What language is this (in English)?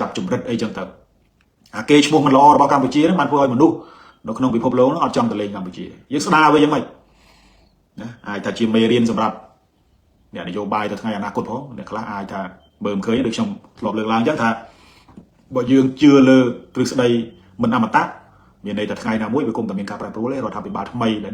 Khmer